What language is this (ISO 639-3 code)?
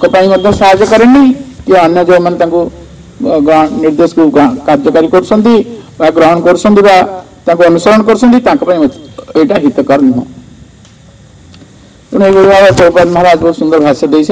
ori